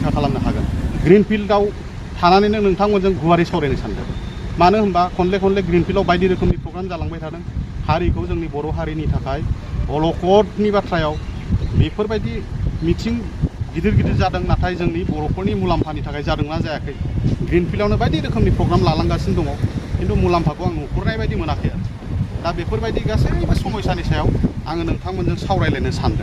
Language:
Bodo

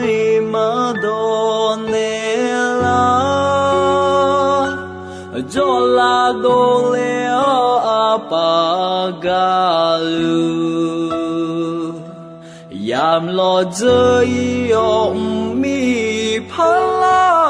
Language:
Akha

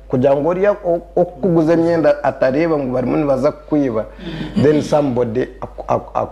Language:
Nyankole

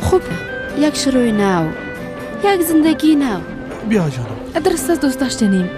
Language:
Persian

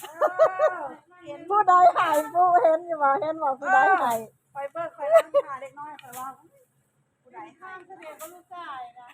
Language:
Northeastern Thai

